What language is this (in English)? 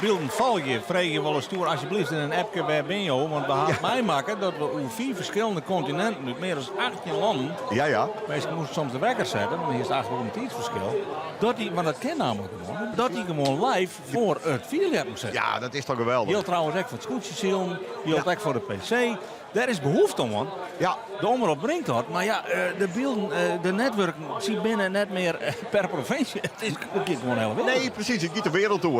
Western Frisian